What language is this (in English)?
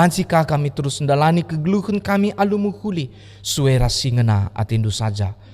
Batak Karo